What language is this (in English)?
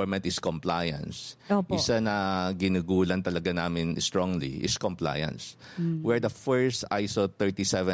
Filipino